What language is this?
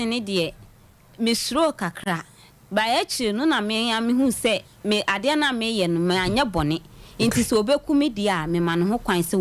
Akan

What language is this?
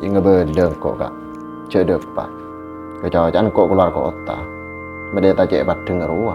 Madurese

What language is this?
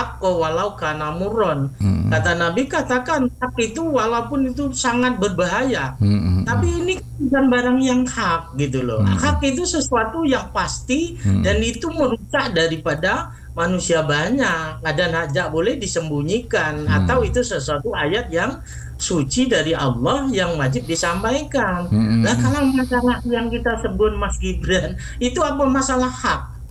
Indonesian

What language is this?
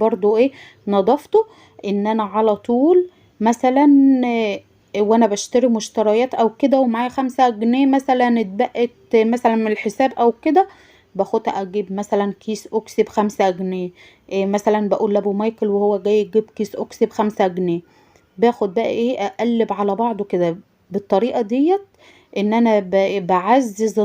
Egyptian Arabic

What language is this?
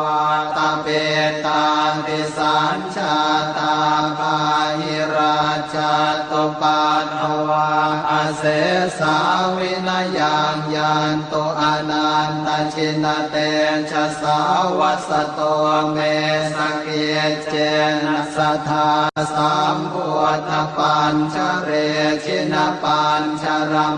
Pali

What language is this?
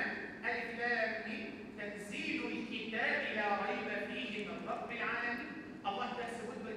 Malay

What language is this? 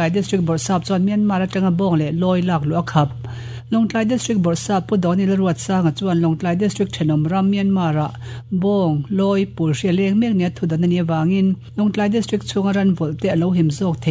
Mizo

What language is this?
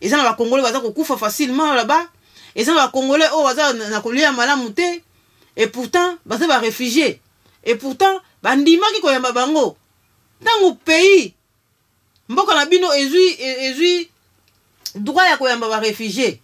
Lingala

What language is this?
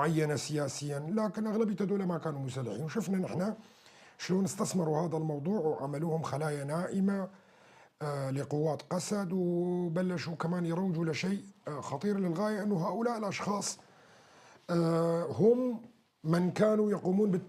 North Levantine Arabic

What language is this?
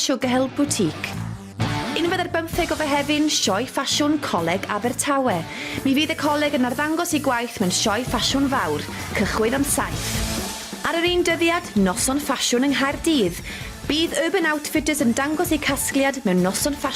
Welsh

